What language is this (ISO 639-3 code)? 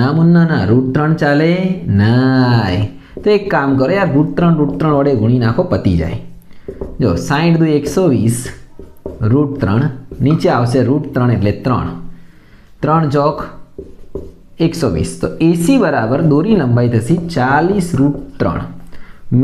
guj